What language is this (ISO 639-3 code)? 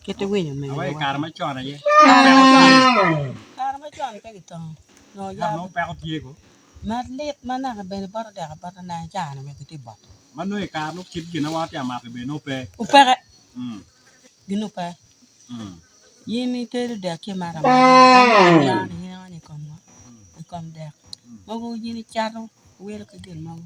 ach